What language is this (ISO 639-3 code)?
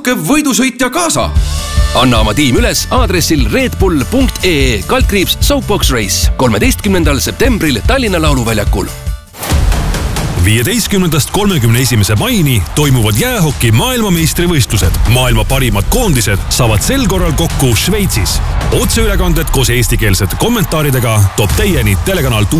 est